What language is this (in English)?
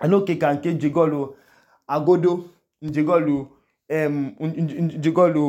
Idoma